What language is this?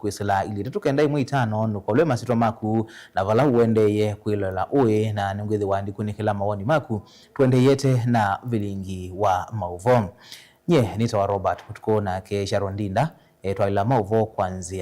Kamba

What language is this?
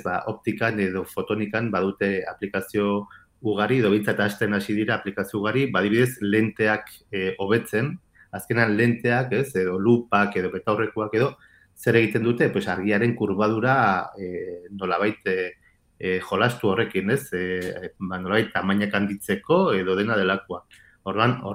Basque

